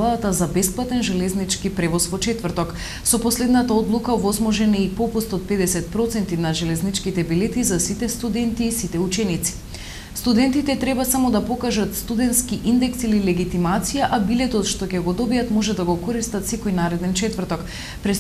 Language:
Macedonian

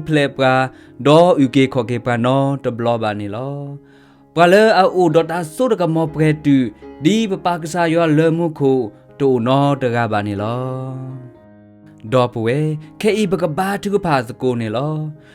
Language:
S'gaw Karen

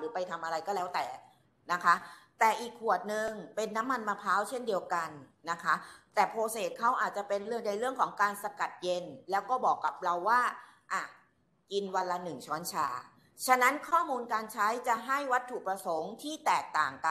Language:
Thai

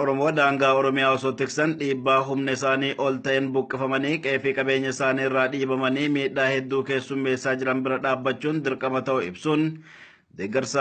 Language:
Oromo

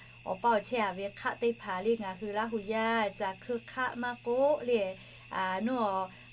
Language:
Lahu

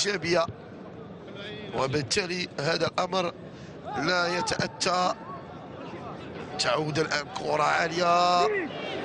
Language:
Arabic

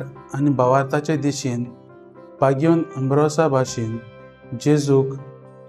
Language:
Konkani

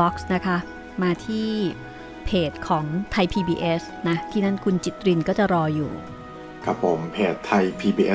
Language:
Thai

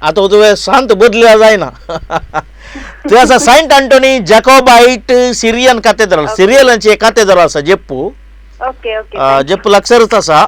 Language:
Konkani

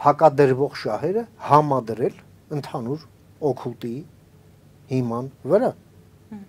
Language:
Armenian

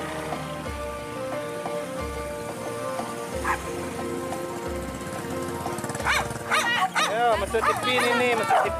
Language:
Malay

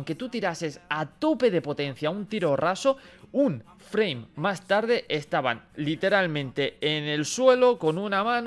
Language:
Spanish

